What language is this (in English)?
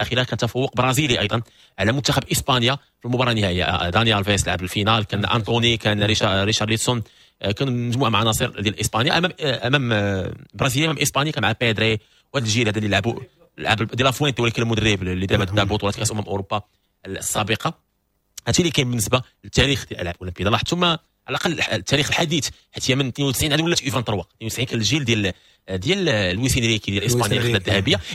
Moroccan Arabic